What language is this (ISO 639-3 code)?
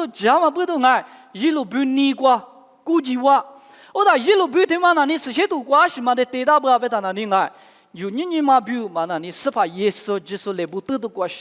lis